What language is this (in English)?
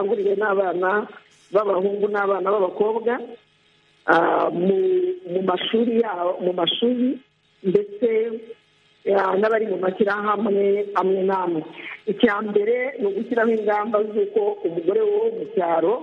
Kinyarwanda